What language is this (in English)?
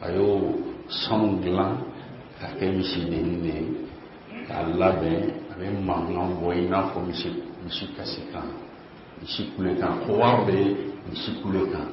Bambara